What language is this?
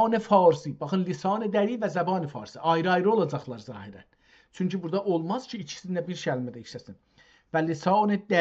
South Azerbaijani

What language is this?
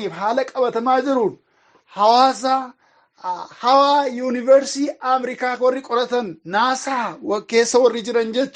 Oromo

